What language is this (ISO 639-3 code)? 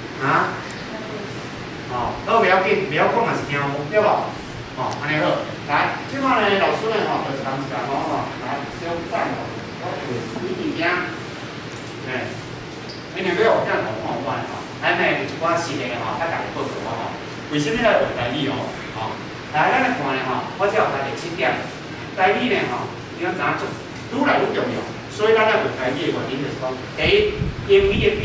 nan